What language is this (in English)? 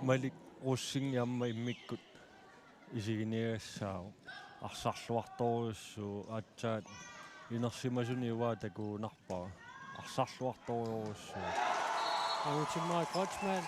Kalaallisut